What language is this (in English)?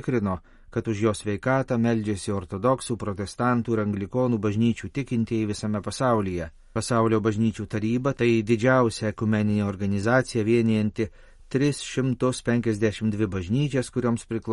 Lithuanian